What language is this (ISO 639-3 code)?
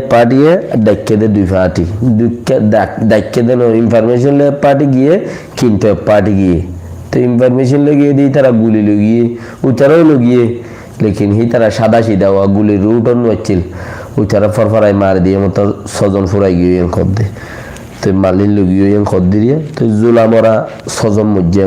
rhg